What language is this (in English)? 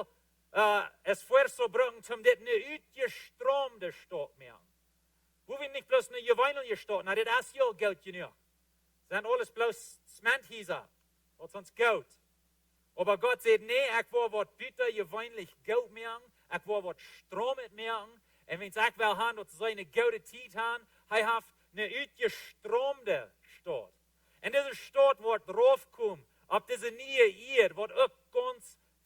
Plautdietsch